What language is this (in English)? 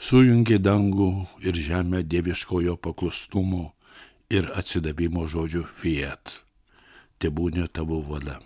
Lithuanian